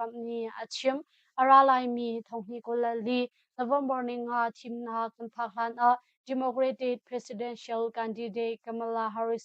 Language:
Hakha Chin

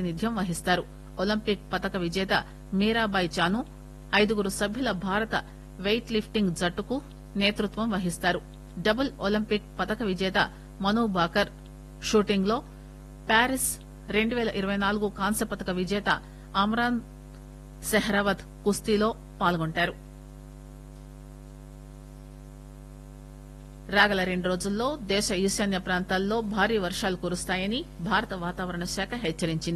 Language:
Telugu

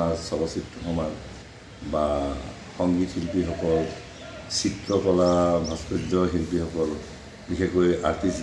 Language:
Assamese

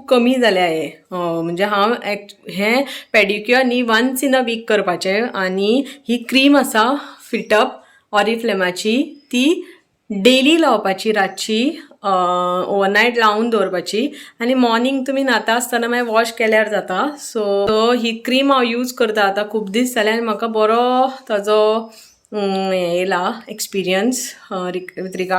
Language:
Konkani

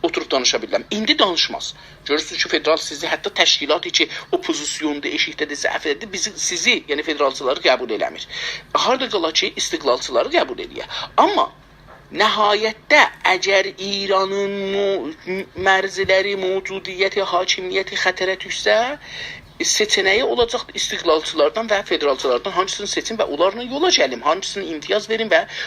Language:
South Azerbaijani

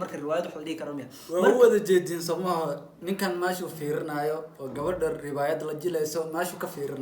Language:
Somali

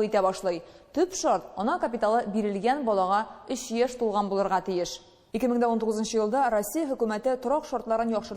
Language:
Tatar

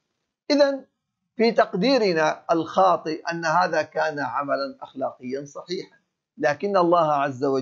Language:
Arabic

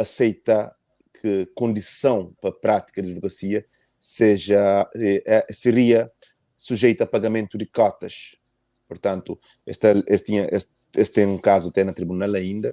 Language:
Kabuverdianu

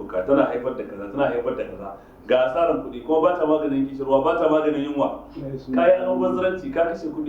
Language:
Hausa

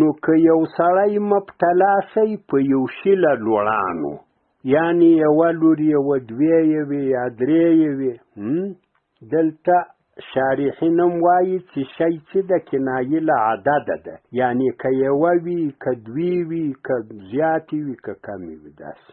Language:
Pashto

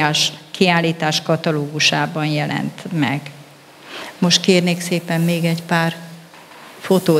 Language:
Hungarian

